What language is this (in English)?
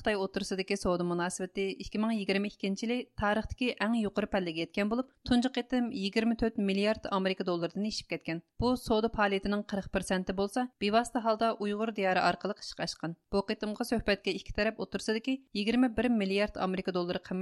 Uyghur